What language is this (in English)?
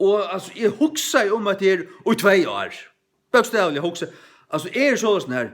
Faroese